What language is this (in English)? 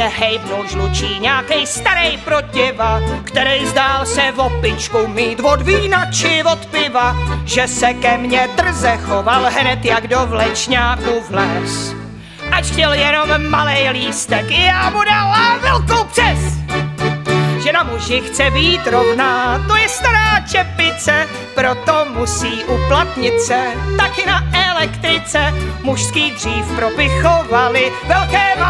Czech